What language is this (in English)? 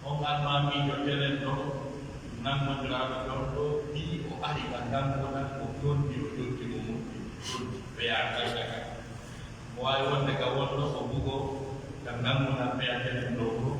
Pular